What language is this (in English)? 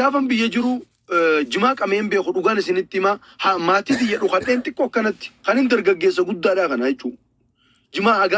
Oromo